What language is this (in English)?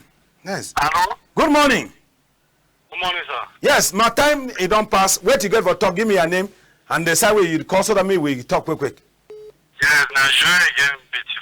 Cameroon Pidgin